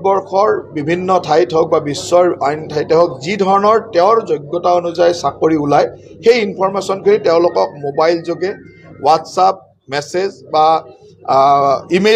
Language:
Assamese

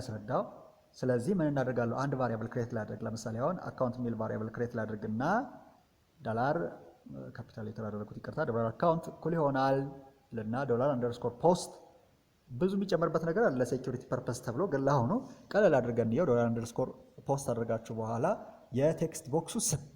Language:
Amharic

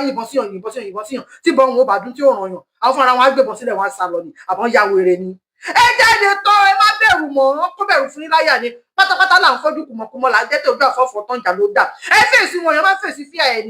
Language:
Yoruba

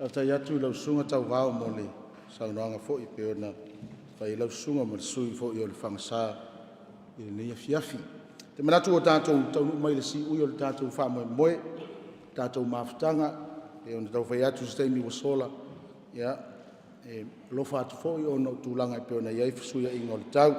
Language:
Samoan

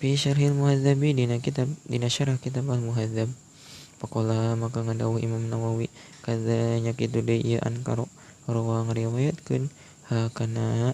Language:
Sundanese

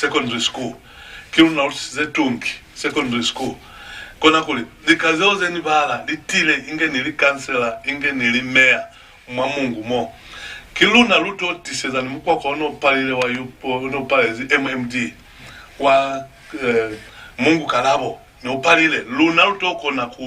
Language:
Lozi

